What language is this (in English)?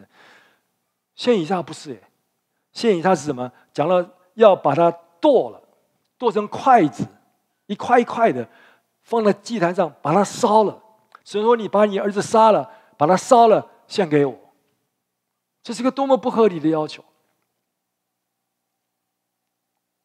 Chinese